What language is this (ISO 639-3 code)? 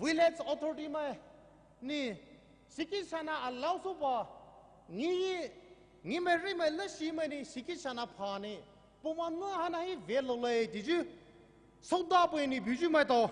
pmx